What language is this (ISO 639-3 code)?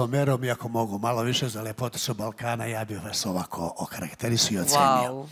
srp